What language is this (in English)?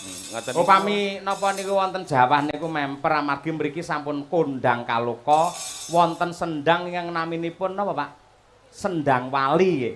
Javanese